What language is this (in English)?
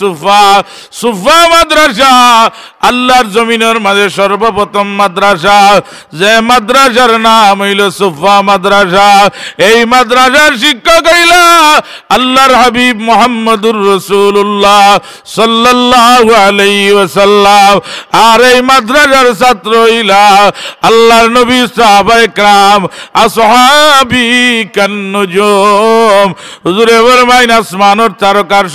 Sylheti